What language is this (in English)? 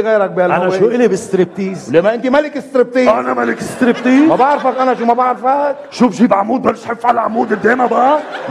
North Levantine Arabic